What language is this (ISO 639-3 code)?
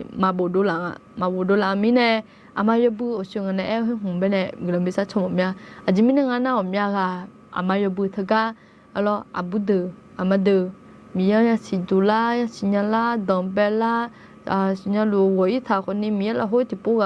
ahk